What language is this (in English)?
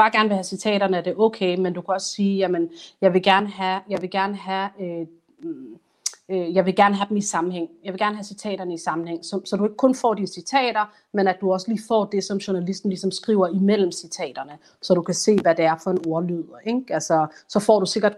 Danish